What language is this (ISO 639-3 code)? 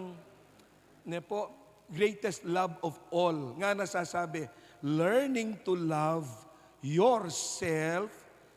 pam